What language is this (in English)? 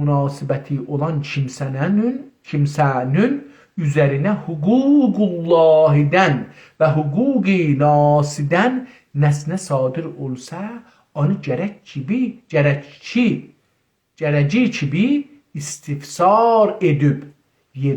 South Azerbaijani